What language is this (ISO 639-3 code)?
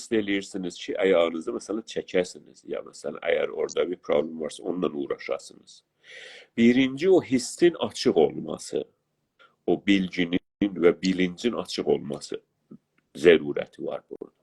azb